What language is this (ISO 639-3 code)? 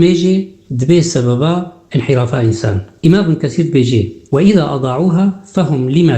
kur